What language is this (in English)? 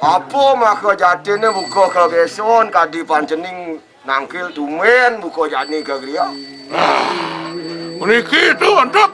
Balinese